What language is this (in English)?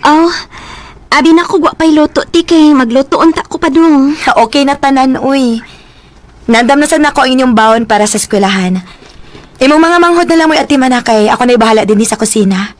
Cebuano